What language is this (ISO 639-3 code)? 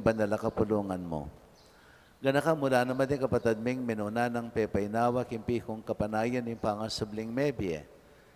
pam